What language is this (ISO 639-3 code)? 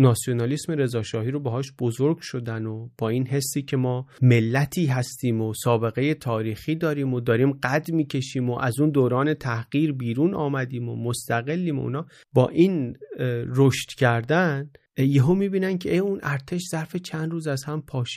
fas